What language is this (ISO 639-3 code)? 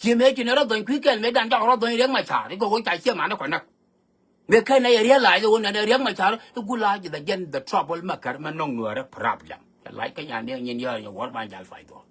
nus